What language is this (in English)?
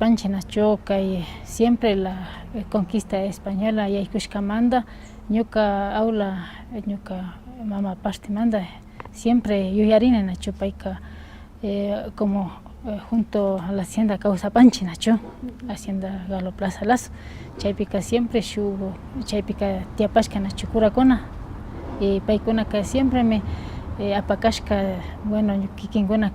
Imbabura Highland Quichua